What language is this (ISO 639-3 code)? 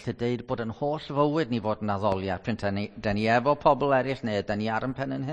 cym